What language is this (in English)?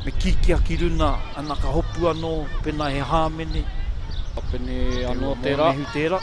Māori